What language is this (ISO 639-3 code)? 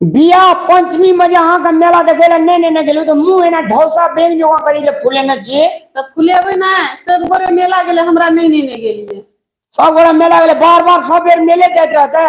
mai